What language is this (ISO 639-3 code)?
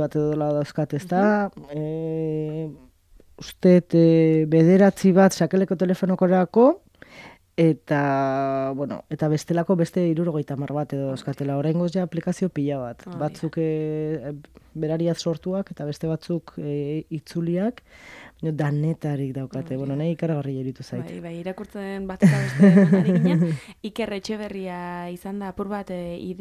eus